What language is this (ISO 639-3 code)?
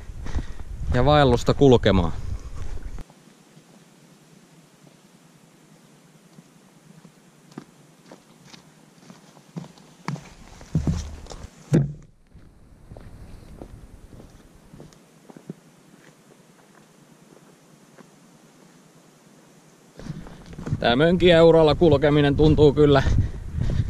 fin